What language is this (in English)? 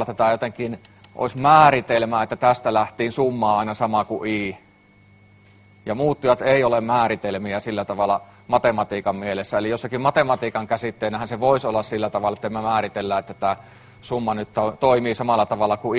Finnish